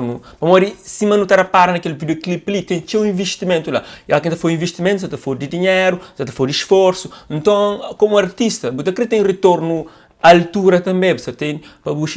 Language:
Kabuverdianu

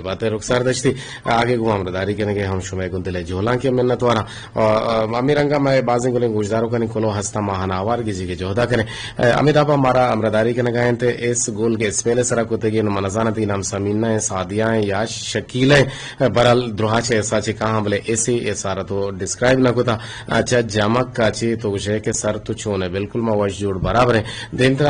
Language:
Eastern Balochi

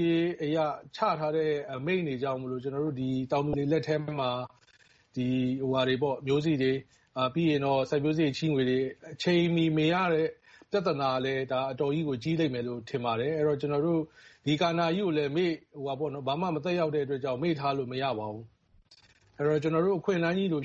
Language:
Burmese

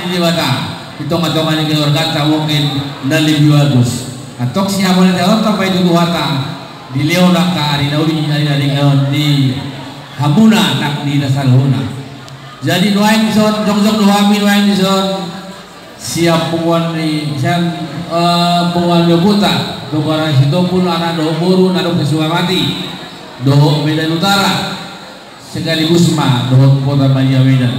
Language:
Batak Toba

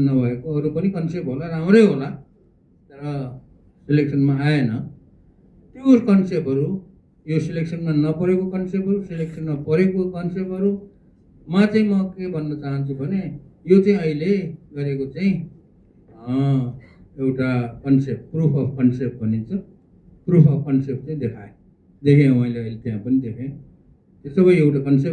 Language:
Nepali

